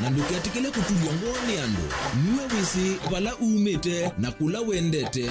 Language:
Kamba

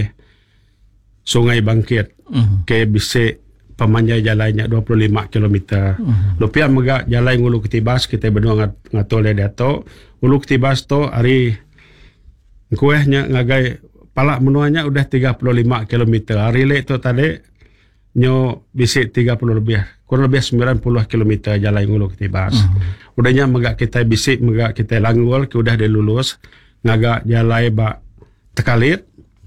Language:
Iban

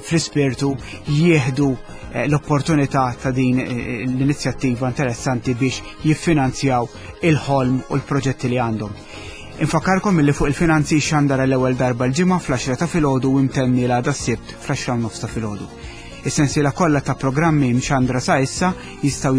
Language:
Maltese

